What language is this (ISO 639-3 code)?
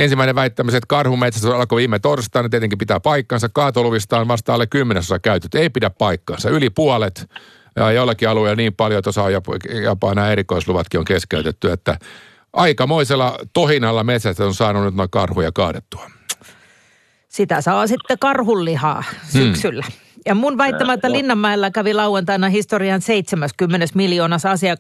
fin